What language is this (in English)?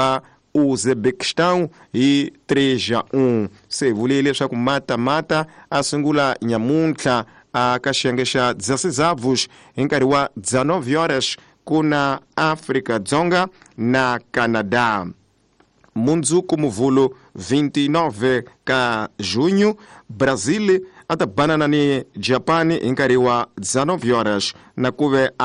Tsonga